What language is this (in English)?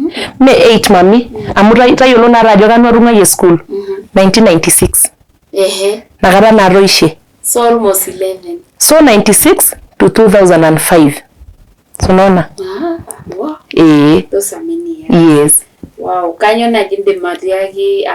Masai